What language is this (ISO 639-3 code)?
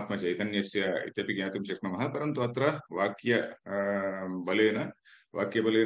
san